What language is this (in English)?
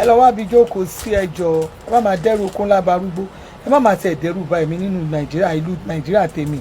Yoruba